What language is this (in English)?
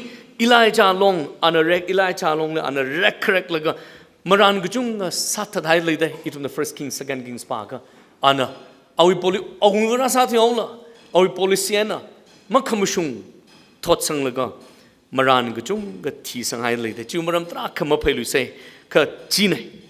Tangkhul Naga (India)